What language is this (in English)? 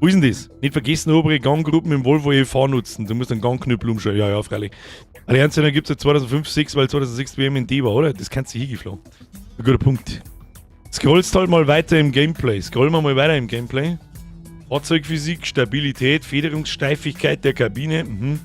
Bavarian